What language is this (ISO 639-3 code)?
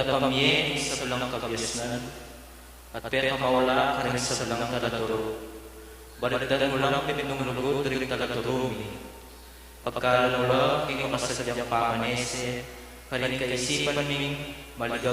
pam